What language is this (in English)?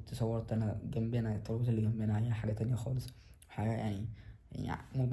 Egyptian Arabic